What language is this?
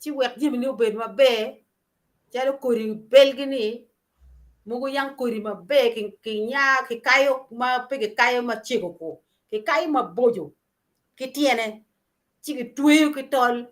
Acoli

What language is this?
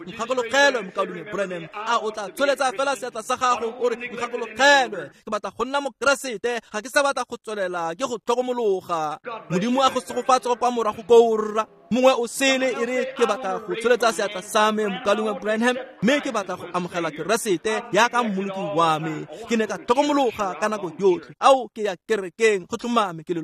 Tswana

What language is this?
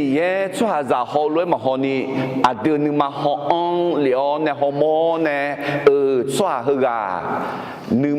Akha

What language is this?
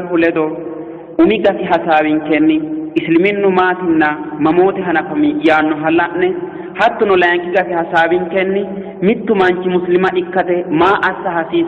Sidamo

